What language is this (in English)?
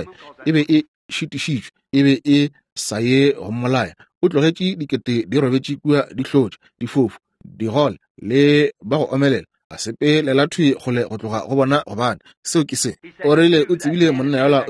Northern Sotho